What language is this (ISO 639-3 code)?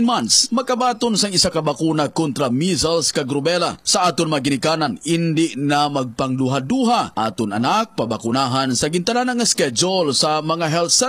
hil